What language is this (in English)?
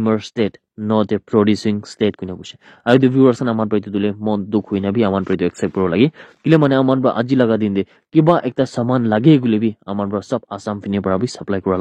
Naga Pidgin